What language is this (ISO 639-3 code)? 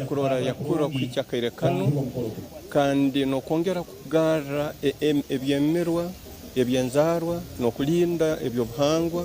nyn